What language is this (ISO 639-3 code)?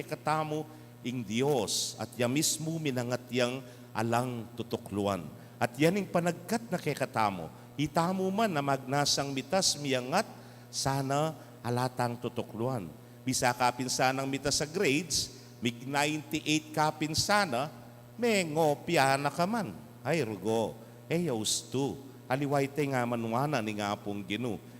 pam